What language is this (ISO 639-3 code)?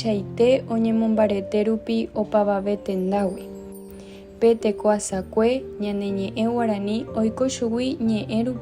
grn